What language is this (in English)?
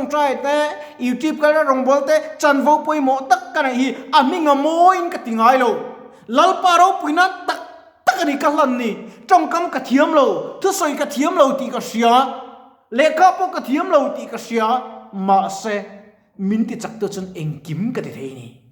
Mizo